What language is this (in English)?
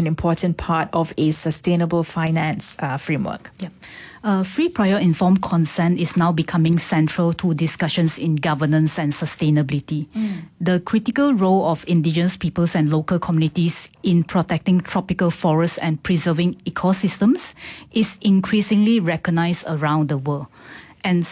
English